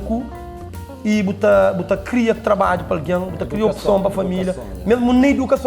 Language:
Kabuverdianu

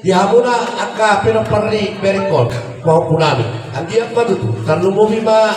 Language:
Batak Toba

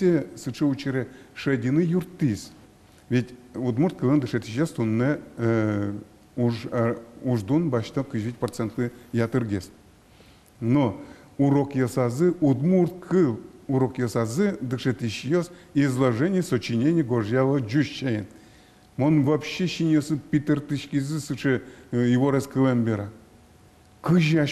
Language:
Udmurt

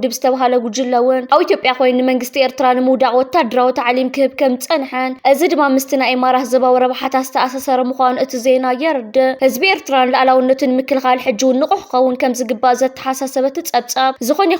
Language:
Tigrinya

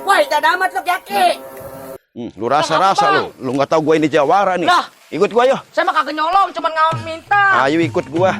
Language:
Betawi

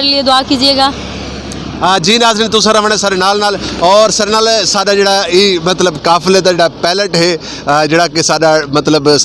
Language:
Saraiki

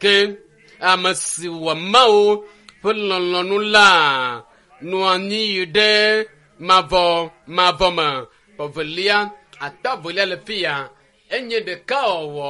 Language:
Ewe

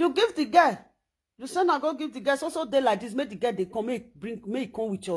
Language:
Nigerian Pidgin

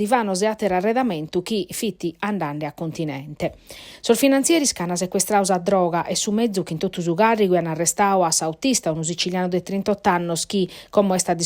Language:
Sardinian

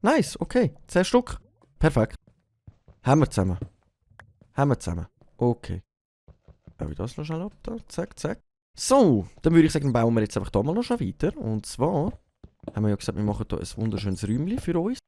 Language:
Swiss German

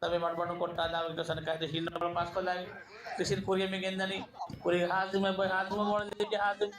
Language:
Divehi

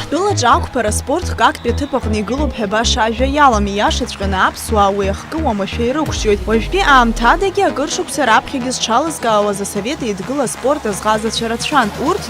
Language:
Abkhazian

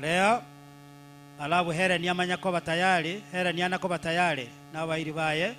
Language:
Gusii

